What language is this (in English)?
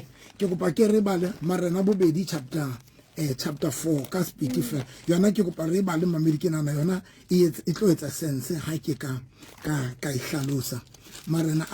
Southern Sotho